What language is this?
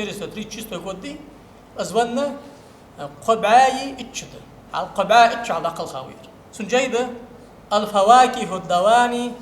Ingush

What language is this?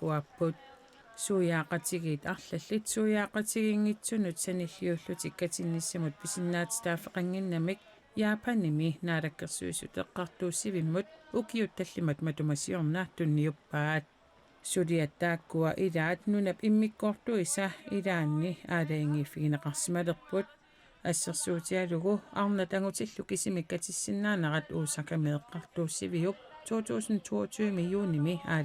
Kalaallisut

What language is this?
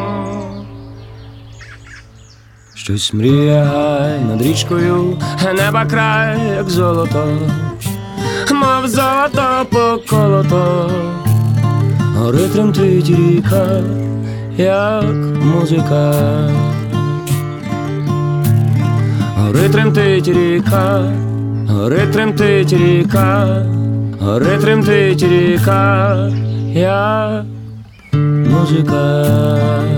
Ukrainian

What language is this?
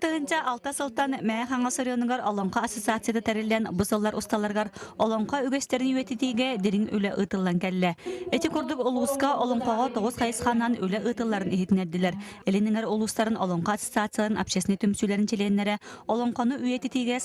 Yakut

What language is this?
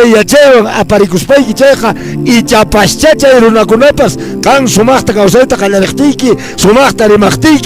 Quechua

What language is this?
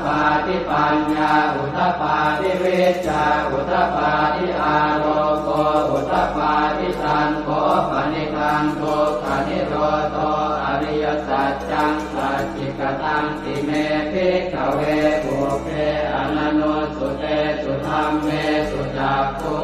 Pali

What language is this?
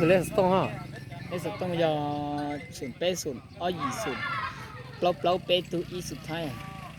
Hmong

